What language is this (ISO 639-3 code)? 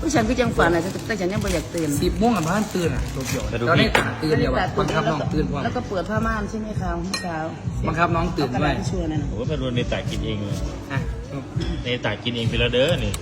tts